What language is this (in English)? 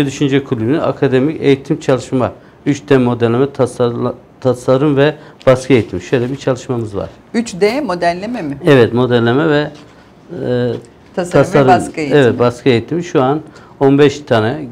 Turkish